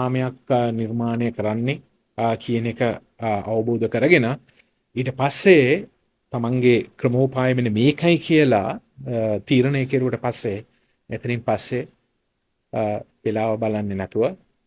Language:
Sinhala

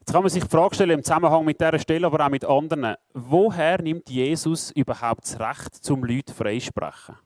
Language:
Swiss German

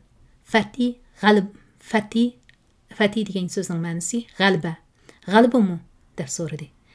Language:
Uyghur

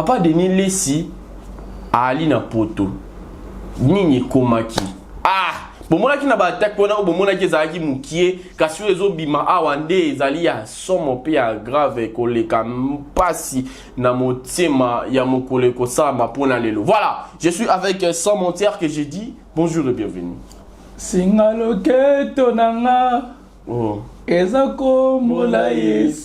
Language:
Lingala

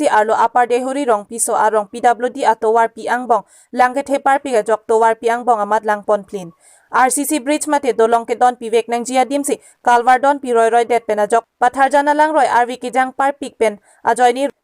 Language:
Karbi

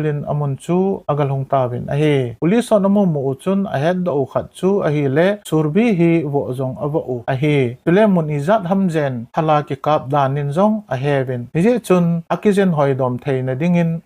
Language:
Thado Chin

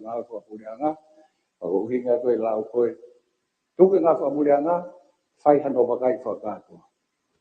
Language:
Tongan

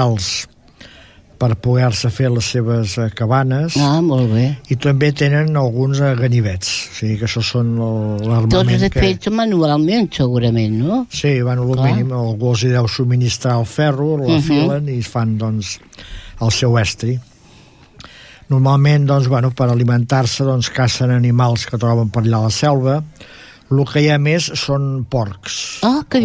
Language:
Catalan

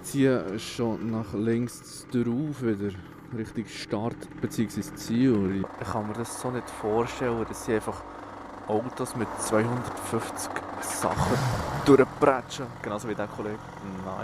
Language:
Swiss German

